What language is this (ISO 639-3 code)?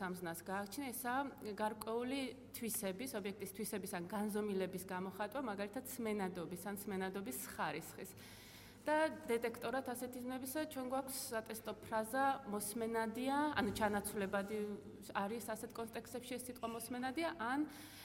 kat